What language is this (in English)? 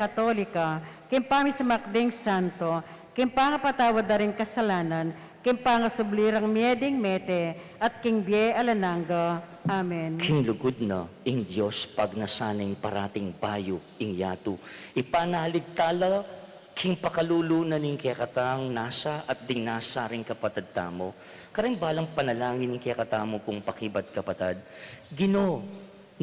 Pampanga